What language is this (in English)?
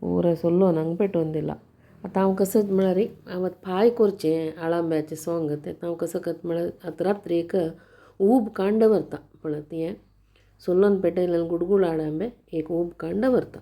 Konkani